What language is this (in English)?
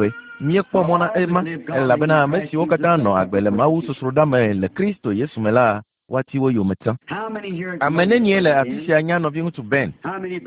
Ewe